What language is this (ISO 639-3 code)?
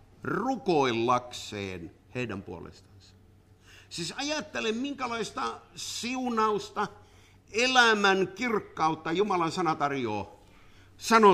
fin